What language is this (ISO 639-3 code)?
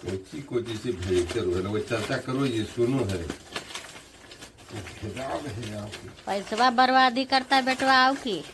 mag